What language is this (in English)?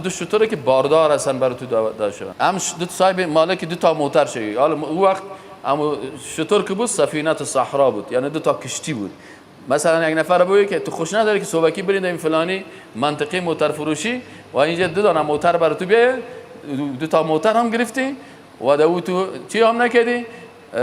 Persian